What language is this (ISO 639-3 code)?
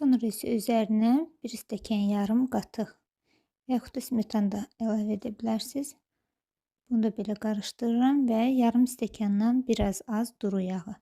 aze